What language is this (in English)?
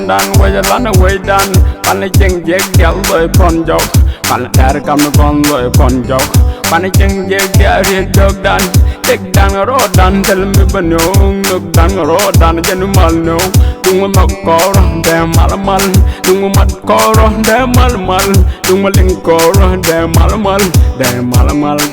Nuer